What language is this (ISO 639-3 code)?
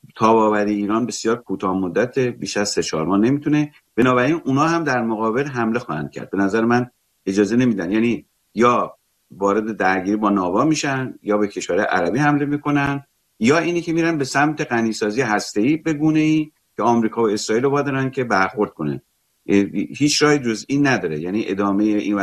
fas